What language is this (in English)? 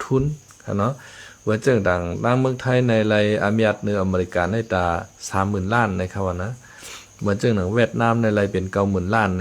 Shan